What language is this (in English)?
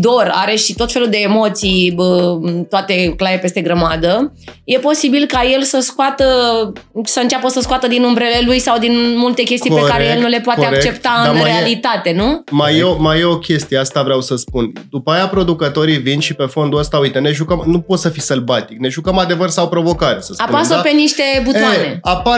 Romanian